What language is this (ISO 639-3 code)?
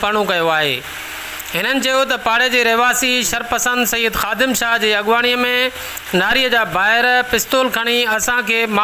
snd